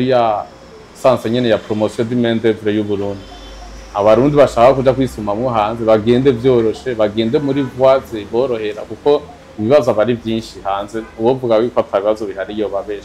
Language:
Rundi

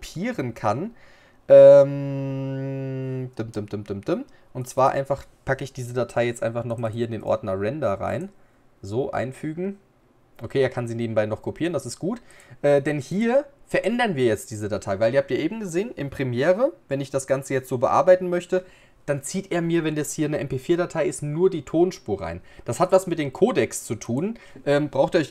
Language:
German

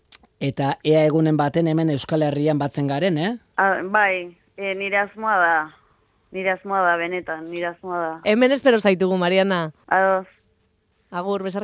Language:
Basque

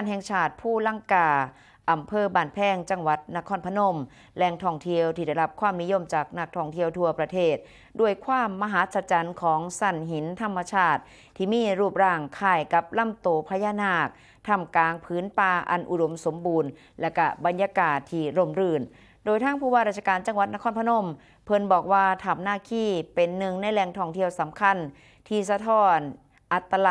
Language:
Northeastern Thai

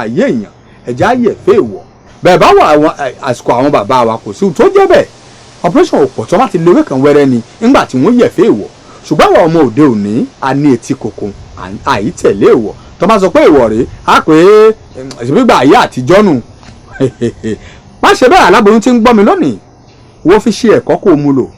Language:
Yoruba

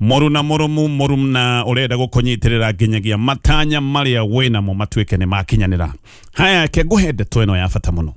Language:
Kikuyu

